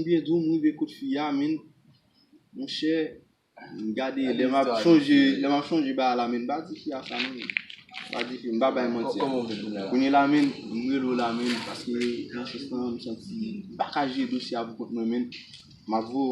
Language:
Haitian Creole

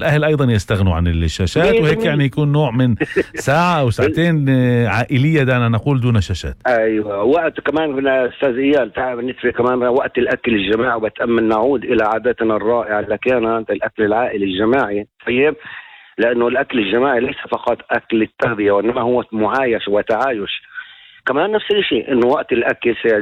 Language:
North Levantine Arabic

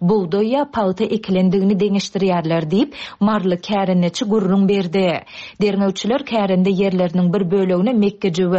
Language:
Turkmen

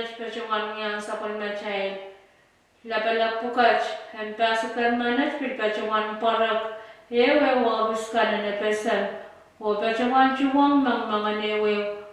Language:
Pohnpeian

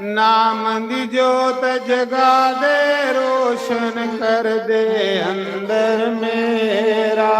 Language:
Dogri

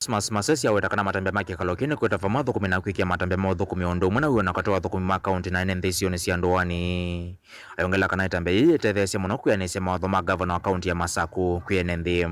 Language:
Kamba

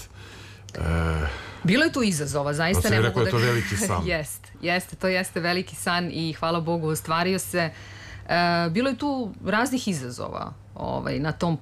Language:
Serbian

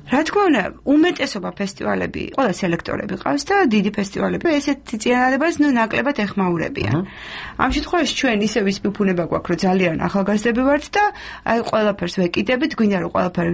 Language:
Georgian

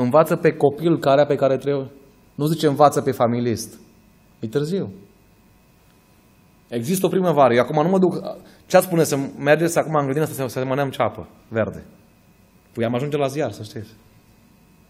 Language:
Romanian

